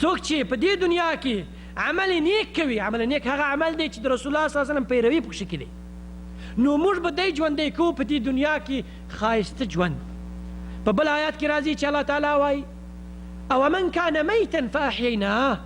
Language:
Pashto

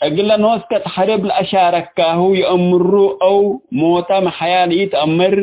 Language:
Tigre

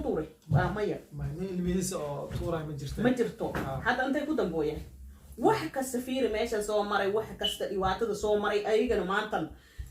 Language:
Somali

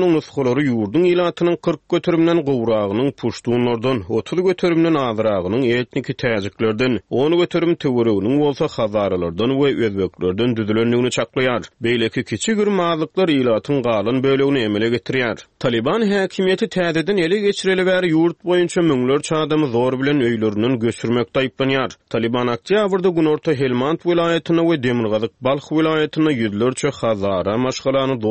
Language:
Turkmen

